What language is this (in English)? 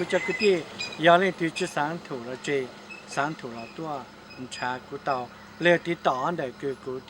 Hmong